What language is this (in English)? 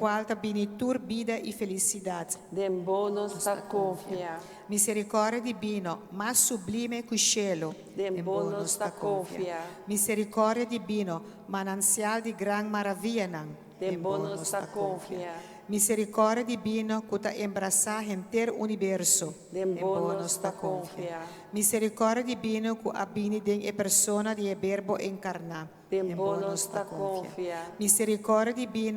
Papiamento